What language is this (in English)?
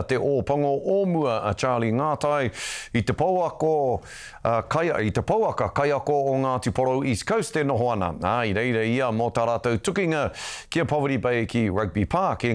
Māori